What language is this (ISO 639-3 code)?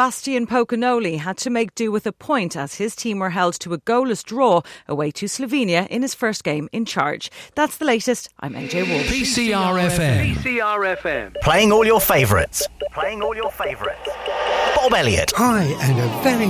eng